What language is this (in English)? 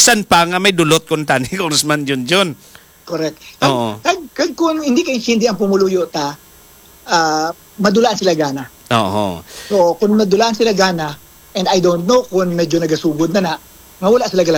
Hiligaynon